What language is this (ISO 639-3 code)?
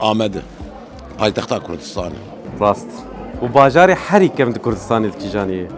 kur